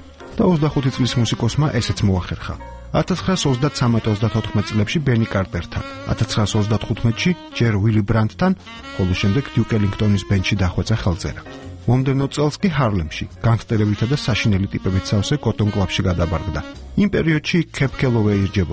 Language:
Georgian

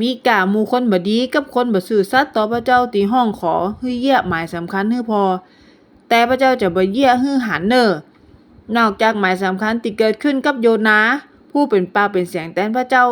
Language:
Northern Thai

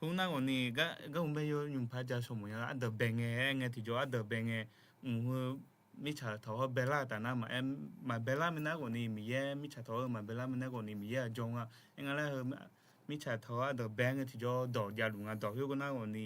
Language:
Akha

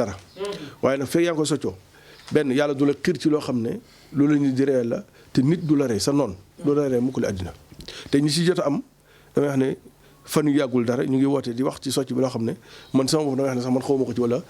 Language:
Wolof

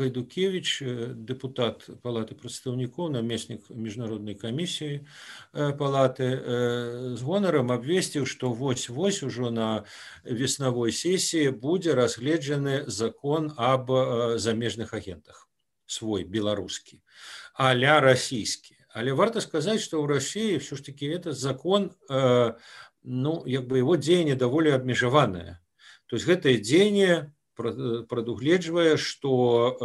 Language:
Belarusian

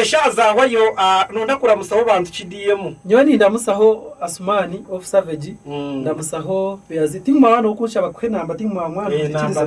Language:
Nyankole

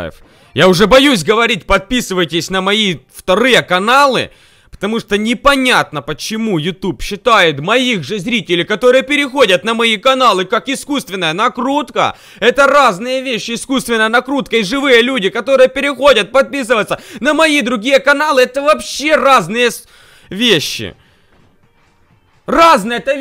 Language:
Russian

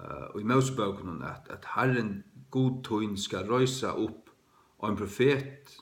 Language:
Faroese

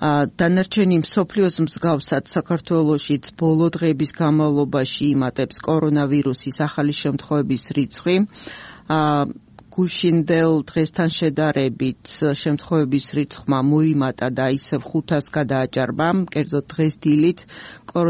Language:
Georgian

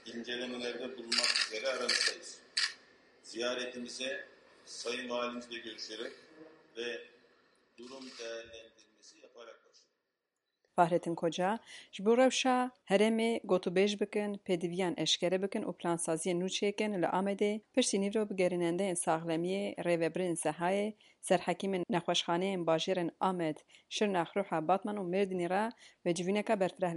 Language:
Kurdish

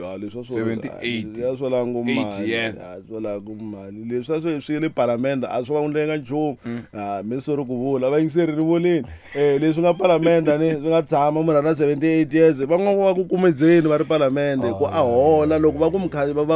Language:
Tsonga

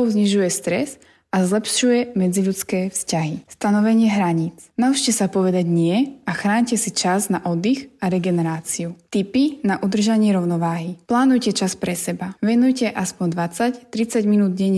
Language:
Slovak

